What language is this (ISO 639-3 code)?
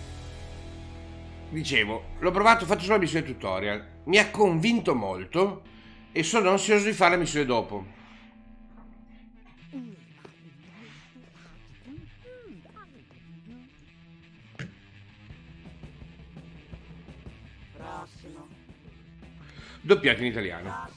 ita